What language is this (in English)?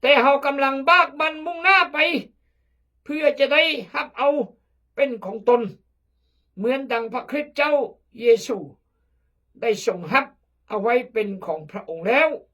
Khmu